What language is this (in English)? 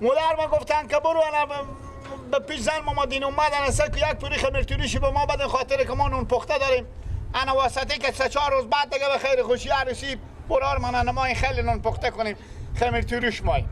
Persian